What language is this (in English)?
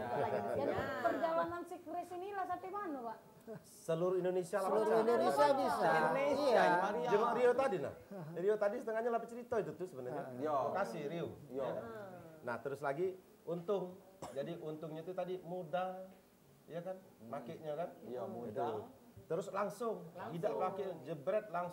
Musi